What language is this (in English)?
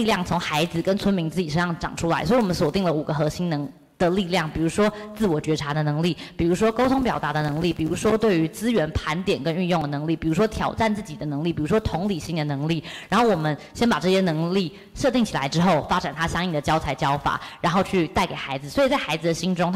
Chinese